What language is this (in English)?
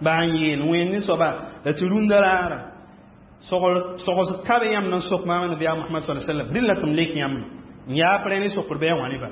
Mossi